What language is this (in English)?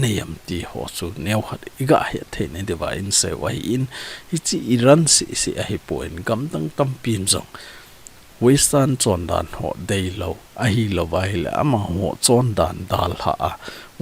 Thado Chin